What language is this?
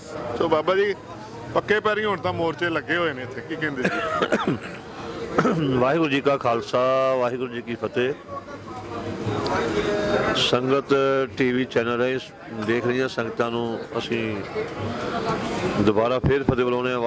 Punjabi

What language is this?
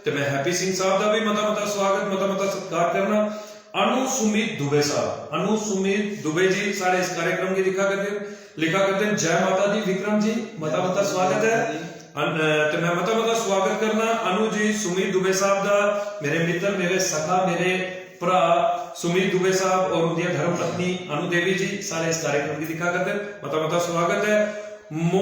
Dogri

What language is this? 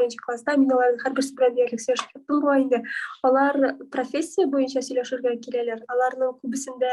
Tatar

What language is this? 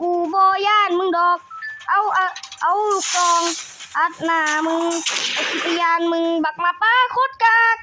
Northeastern Thai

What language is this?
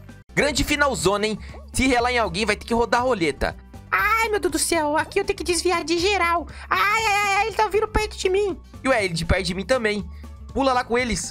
Portuguese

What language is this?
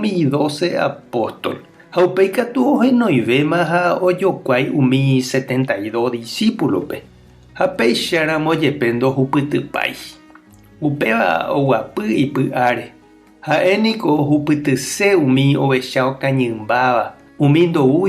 Guarani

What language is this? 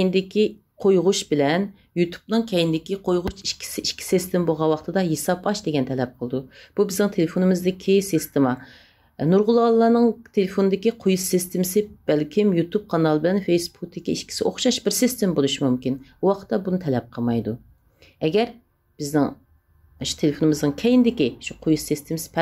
Uyghur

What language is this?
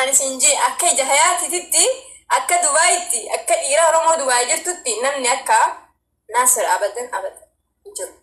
Oromo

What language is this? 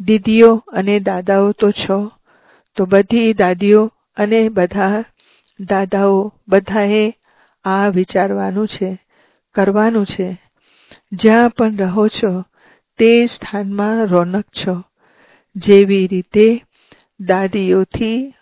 Gujarati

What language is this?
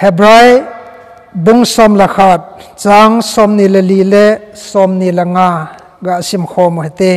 Thado Chin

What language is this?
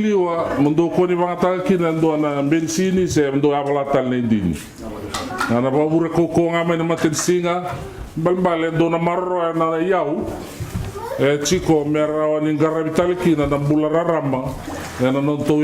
Fijian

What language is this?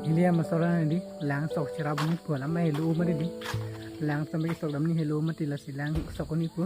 Karbi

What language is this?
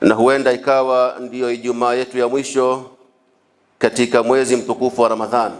Swahili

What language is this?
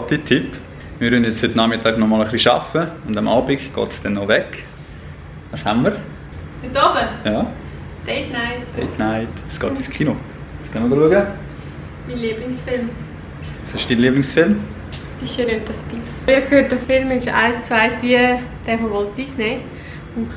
Swiss German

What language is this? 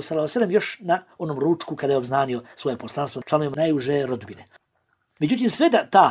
Bosnian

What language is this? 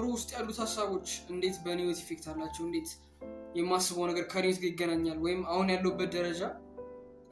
Amharic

